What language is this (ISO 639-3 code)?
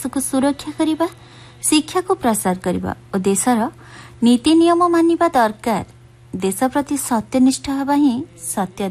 ori